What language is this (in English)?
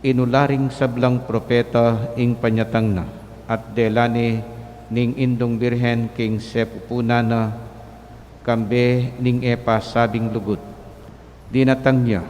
Pampanga